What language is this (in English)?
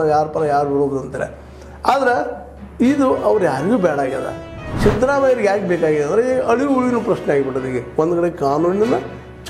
Kannada